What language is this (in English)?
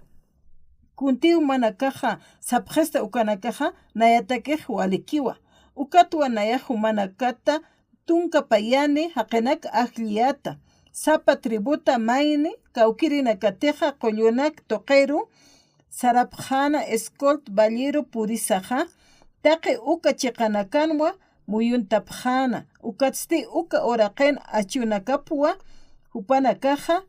Aymara